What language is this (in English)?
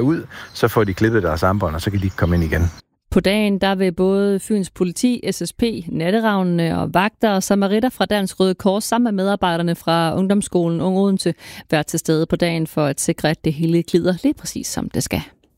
Danish